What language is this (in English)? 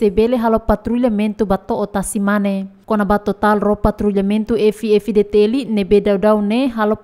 Tetum